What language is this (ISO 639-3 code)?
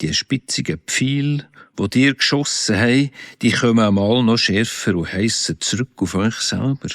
gsw